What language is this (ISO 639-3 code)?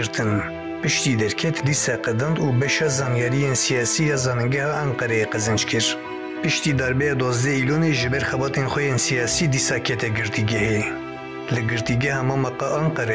kur